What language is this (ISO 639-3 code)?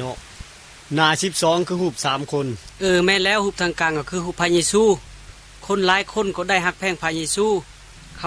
lao